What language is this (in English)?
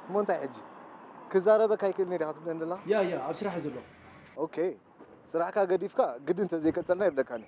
Tigrinya